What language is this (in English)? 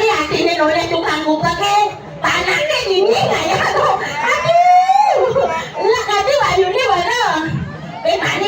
Balinese